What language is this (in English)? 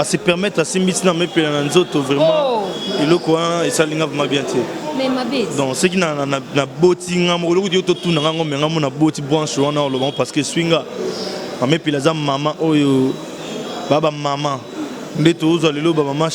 Lingala